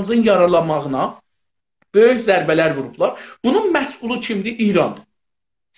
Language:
South Azerbaijani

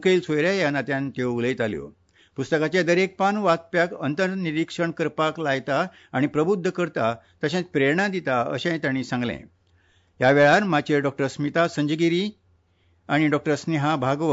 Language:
Konkani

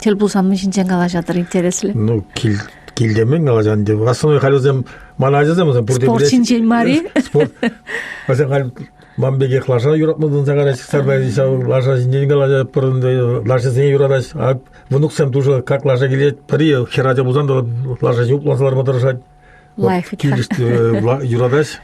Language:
Chuvash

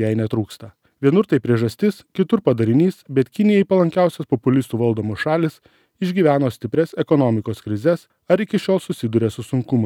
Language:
Lithuanian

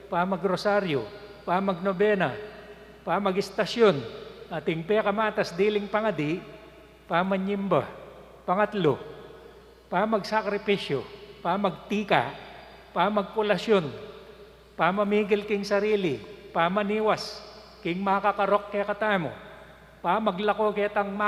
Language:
Pampanga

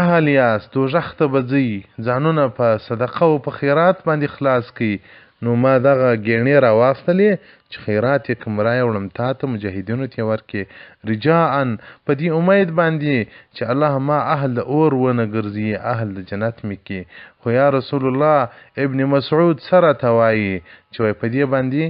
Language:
Pashto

